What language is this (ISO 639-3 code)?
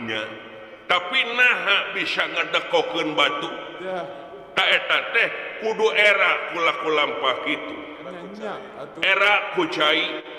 sun